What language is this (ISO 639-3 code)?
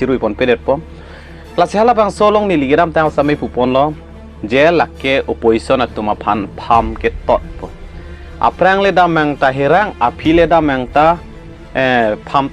mjw